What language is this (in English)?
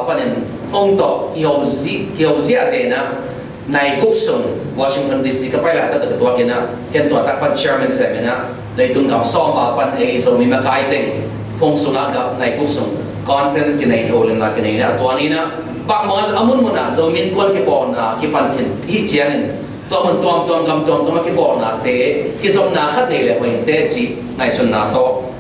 Tedim Chin